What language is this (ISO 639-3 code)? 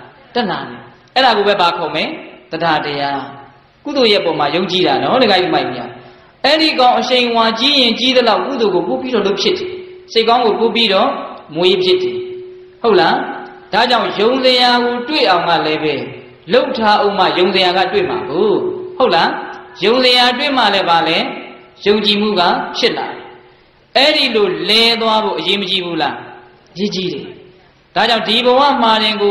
mya